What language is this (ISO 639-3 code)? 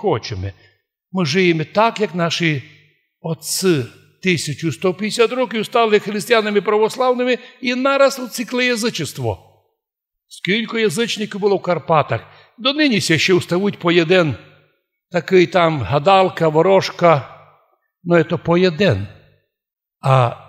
rue